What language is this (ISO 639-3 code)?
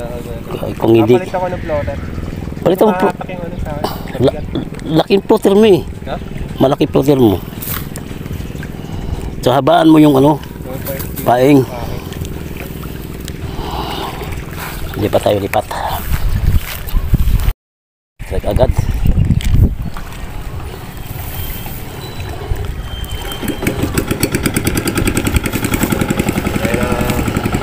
fil